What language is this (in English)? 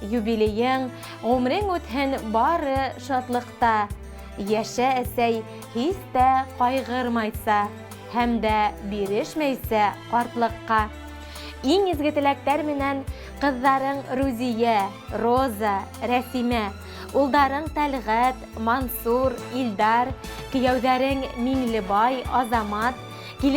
Bashkir